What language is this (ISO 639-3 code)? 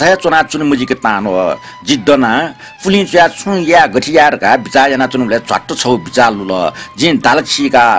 new